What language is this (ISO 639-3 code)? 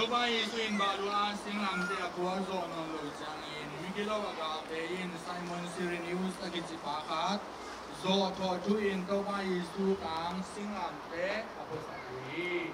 ctd